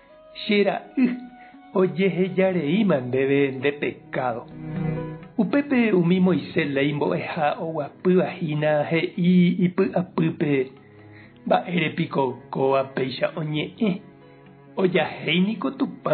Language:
Guarani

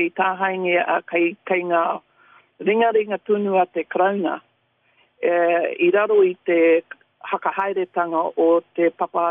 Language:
Māori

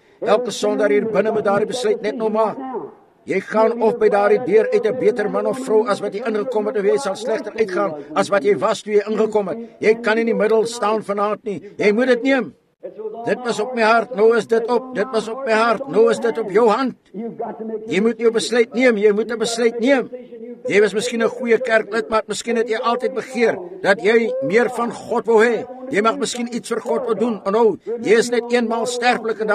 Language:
Afrikaans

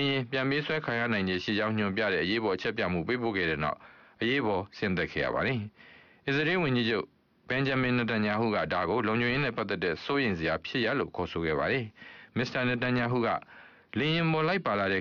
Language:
Burmese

